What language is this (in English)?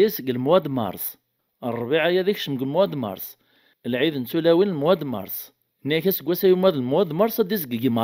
Kabyle